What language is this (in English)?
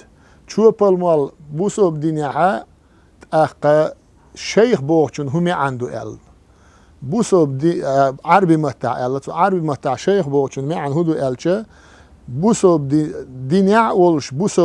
Chechen